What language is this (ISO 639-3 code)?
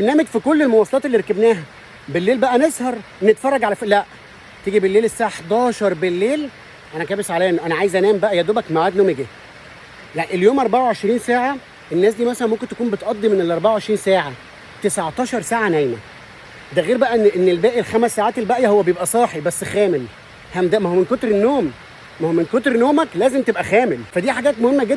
arz